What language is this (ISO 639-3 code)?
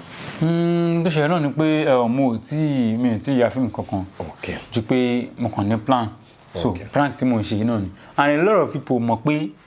yor